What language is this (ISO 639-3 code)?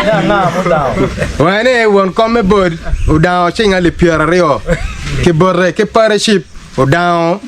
ach